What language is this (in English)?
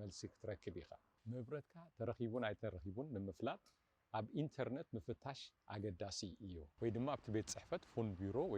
Tigrinya